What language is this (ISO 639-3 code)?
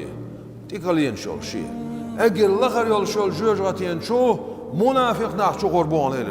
che